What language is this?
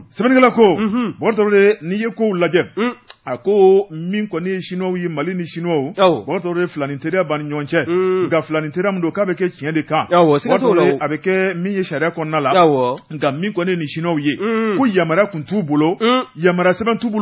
Bambara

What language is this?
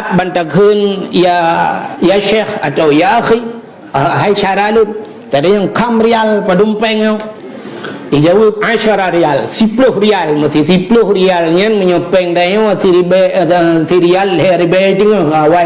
Achinese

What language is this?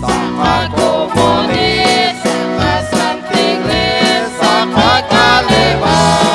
Kekchí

